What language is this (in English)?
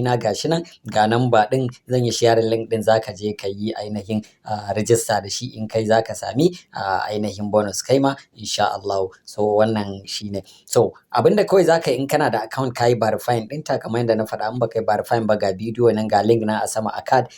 Hausa